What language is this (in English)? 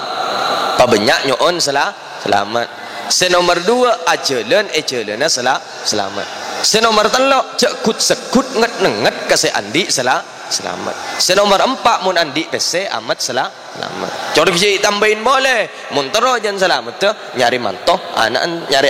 Madurese